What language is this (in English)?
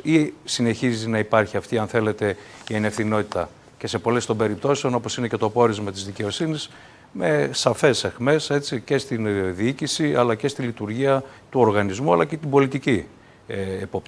Greek